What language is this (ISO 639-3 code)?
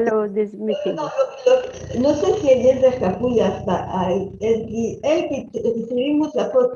lad